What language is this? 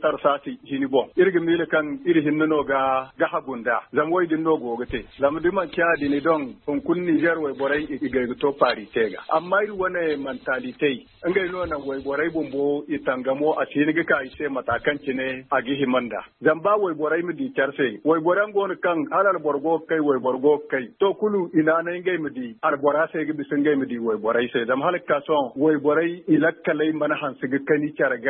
Zarma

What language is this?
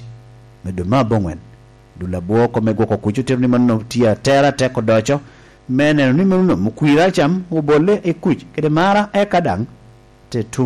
Lango (Uganda)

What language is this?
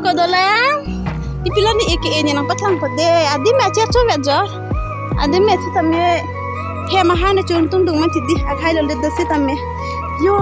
Karbi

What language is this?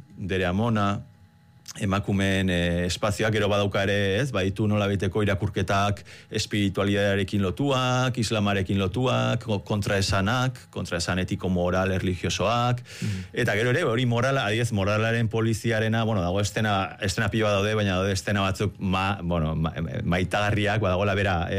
Basque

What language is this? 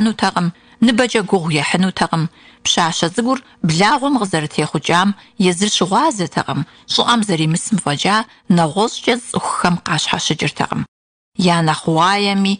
Kabardian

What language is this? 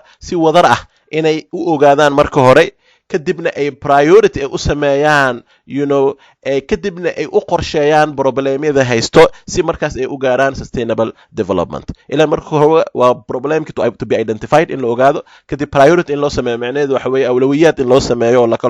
Somali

